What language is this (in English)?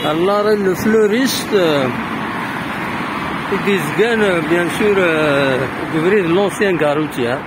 Kabyle